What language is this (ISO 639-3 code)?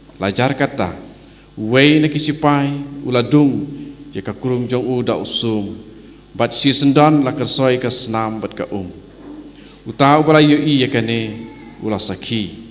kha